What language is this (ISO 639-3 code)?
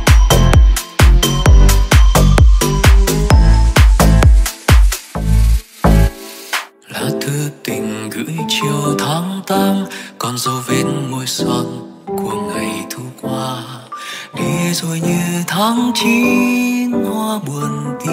vie